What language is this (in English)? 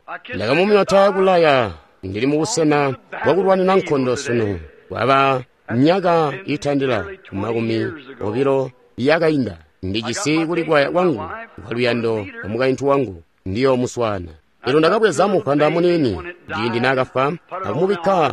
Tonga (Zambia)